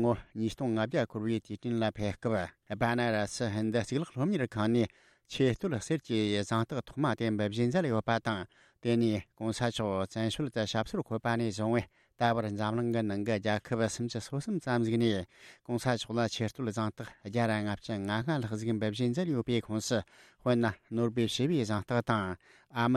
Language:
Tibetan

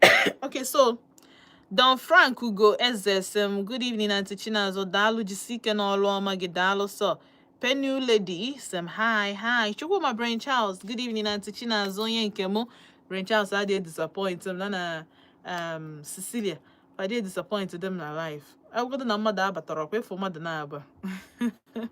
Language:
Igbo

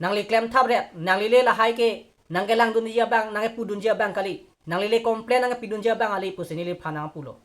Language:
Karbi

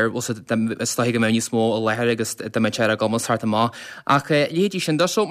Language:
Irish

